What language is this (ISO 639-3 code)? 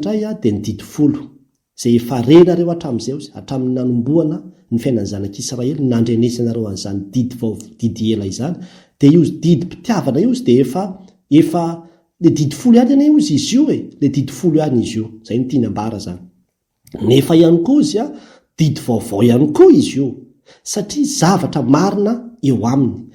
mlg